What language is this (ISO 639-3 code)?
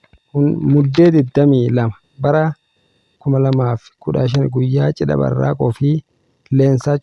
orm